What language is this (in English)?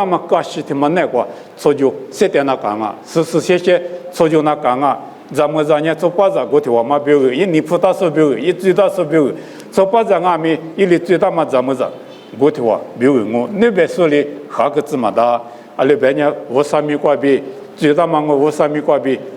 Lisu